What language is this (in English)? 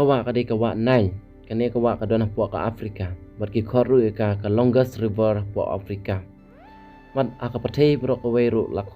Khasi